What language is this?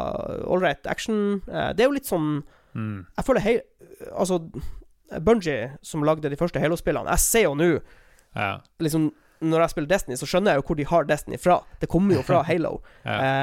Norwegian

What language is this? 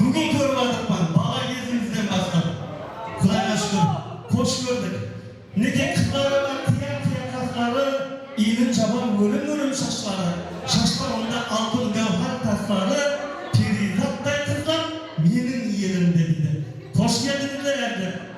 Kara-Kalpak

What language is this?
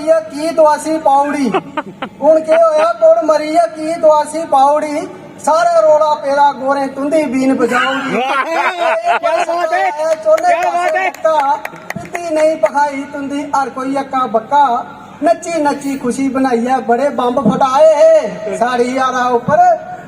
Dogri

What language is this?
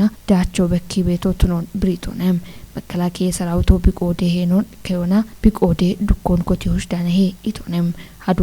Kafa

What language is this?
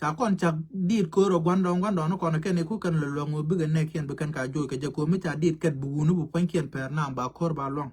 Nuer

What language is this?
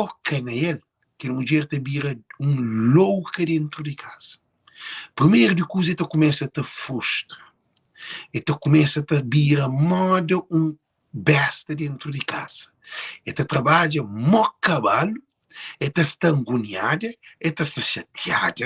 Kabuverdianu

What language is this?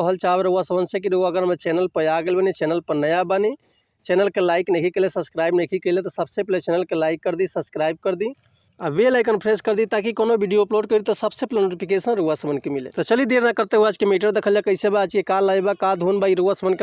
Bhojpuri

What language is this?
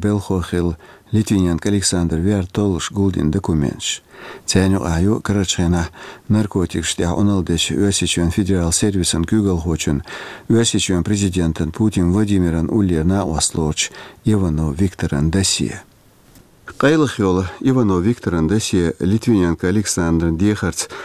Chechen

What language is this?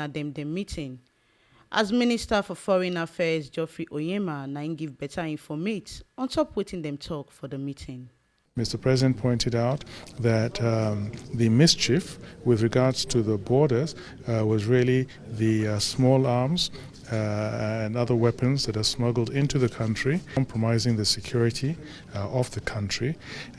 Nigerian Pidgin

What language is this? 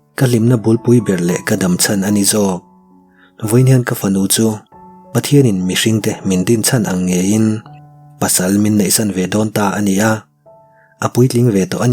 Mizo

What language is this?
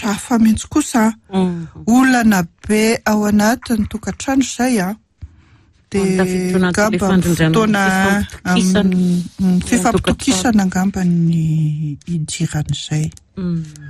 Malagasy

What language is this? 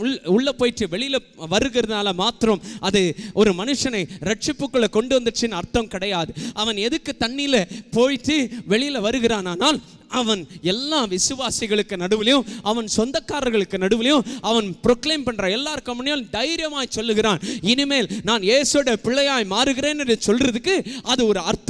Tamil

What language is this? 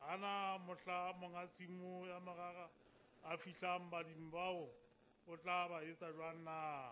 Southern Sotho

